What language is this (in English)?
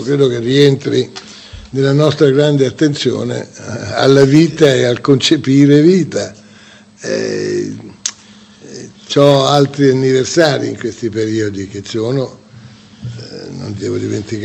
Italian